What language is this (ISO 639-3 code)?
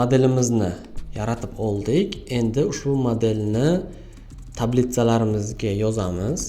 uzb